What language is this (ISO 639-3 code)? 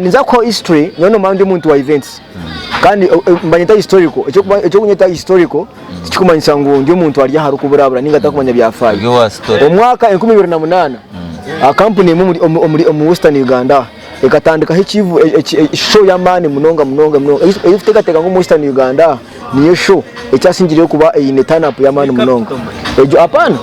nyn